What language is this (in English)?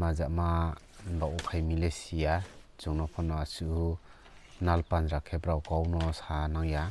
Riang (India)